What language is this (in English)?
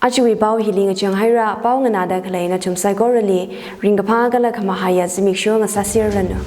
Tangkhul Naga (India)